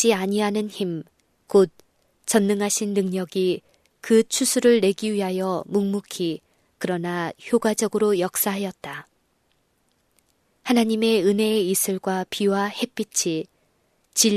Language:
Korean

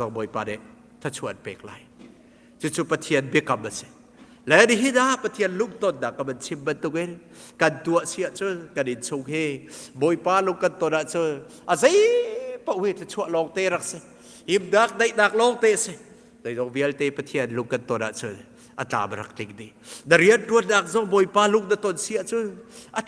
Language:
Hakha Chin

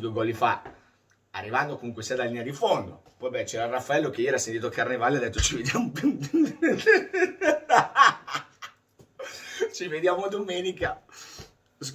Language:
Italian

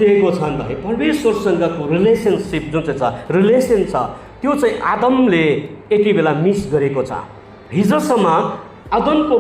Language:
Nepali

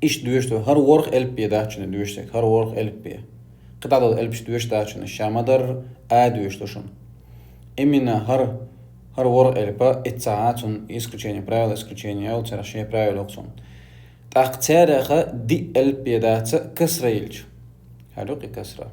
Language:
Chechen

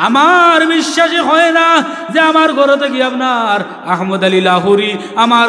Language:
Sylheti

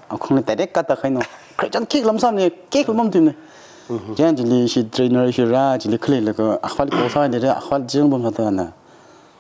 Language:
Tangkhul Naga (India)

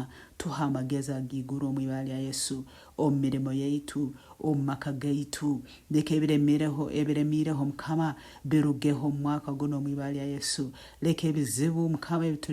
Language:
Nyoro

